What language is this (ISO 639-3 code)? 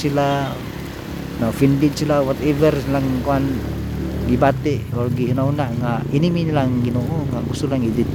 ceb